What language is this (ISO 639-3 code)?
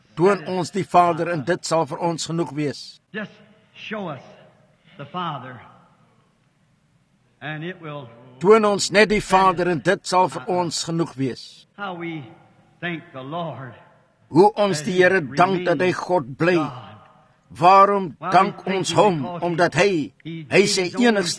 afr